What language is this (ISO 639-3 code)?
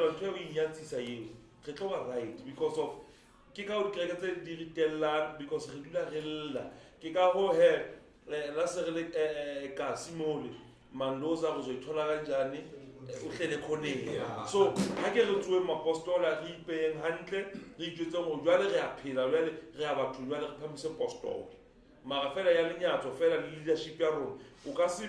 sot